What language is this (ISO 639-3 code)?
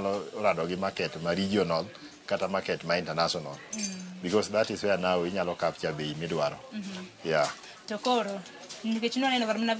luo